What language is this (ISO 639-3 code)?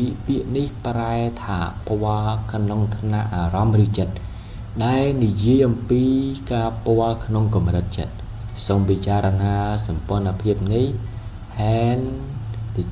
khm